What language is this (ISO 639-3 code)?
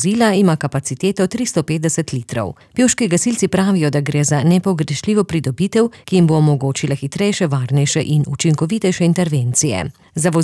slv